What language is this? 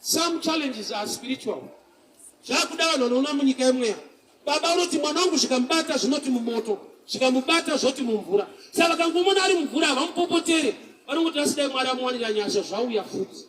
Shona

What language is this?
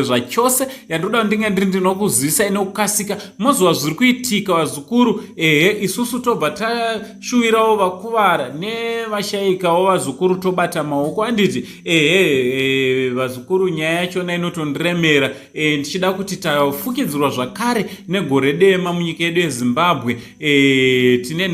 Shona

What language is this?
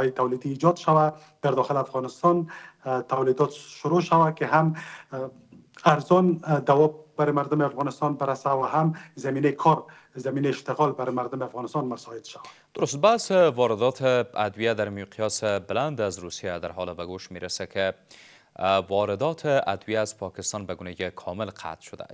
Persian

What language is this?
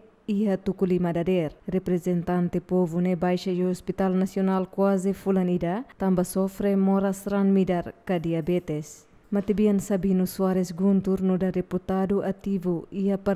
Tetum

